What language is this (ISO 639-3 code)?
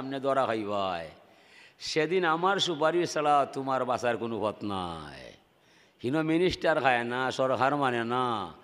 syl